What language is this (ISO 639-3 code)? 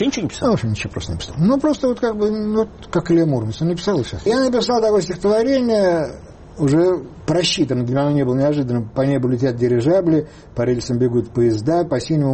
rus